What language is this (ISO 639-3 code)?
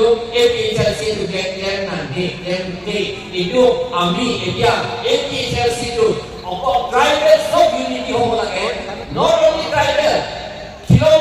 mjw